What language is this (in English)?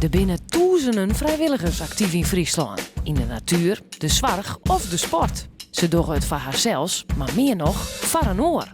Western Frisian